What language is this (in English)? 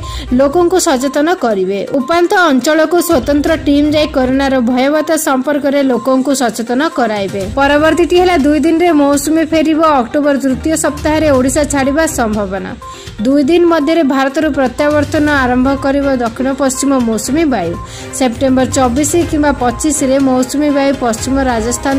Odia